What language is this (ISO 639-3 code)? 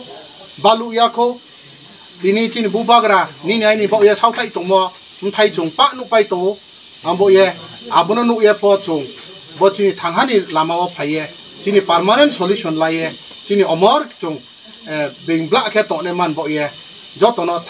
ria